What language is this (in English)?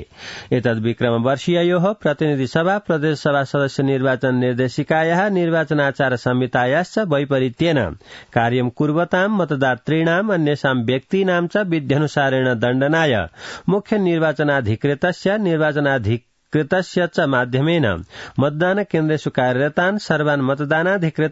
Sanskrit